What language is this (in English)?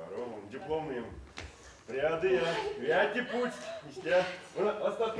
Erzya